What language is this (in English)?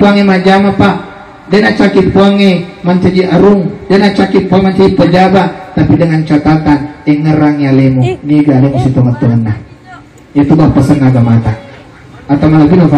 Buginese